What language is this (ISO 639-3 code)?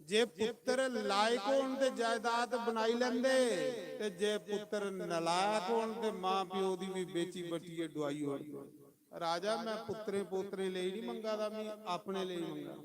doi